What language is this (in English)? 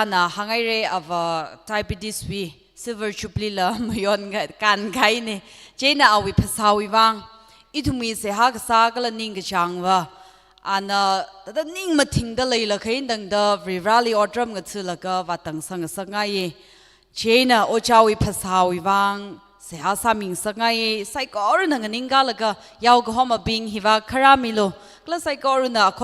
Tangkhul Naga (India)